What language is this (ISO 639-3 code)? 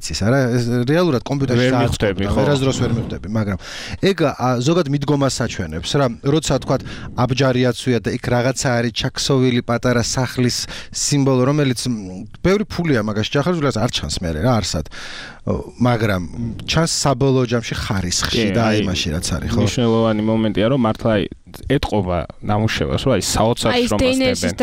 kat